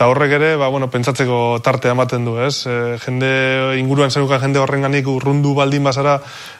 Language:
Basque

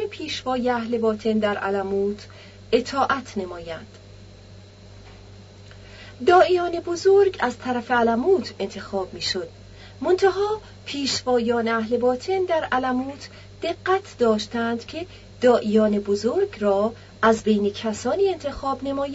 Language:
Persian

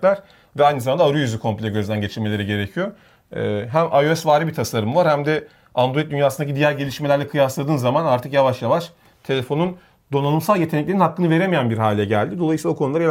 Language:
Turkish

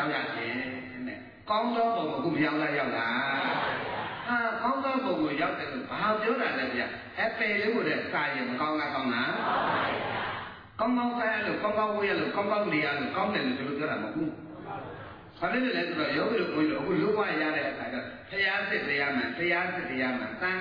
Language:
Burmese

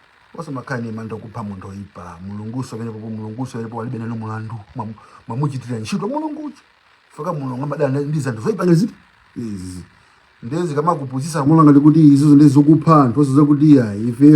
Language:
Nyanja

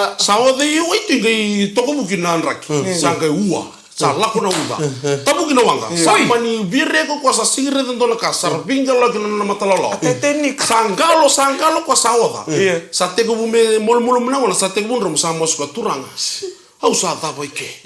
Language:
Fijian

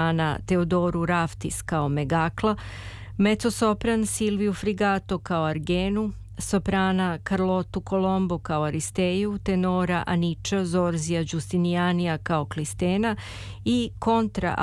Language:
Serbian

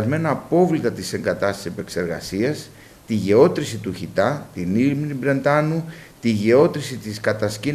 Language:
Greek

